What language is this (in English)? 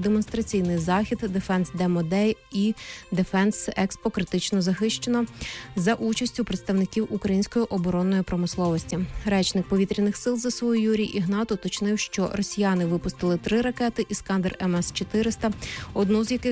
Ukrainian